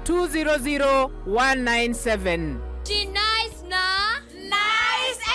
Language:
Meru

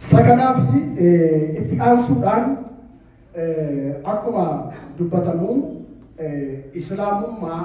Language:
Oromo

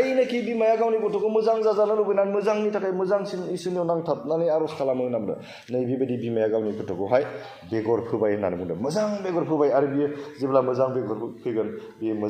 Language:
Bodo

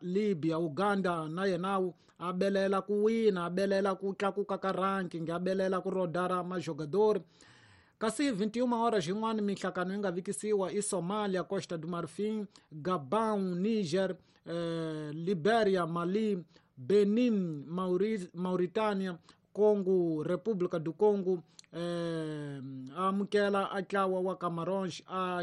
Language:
Tsonga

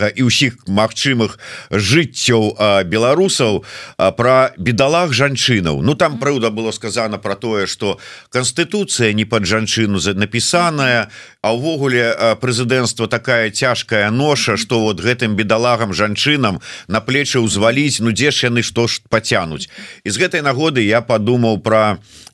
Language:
Belarusian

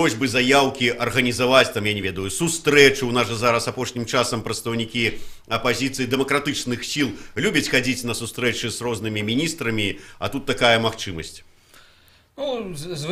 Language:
Belarusian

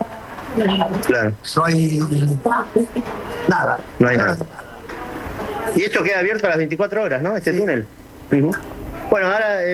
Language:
Spanish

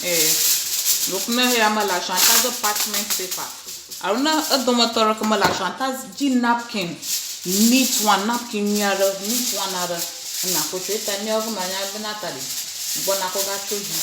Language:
Ewe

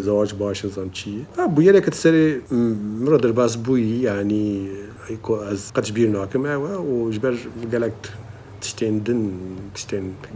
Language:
Kurdish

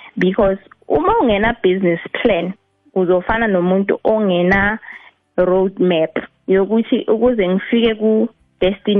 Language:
South Ndebele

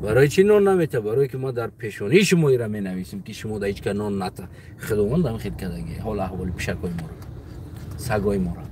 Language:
Tajik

